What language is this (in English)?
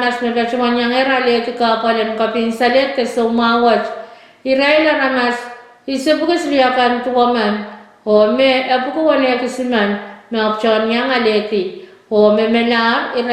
Pohnpeian